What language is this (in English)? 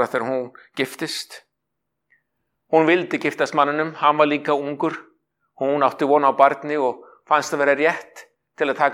Icelandic